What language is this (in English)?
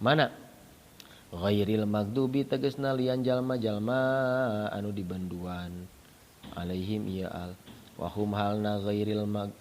Sundanese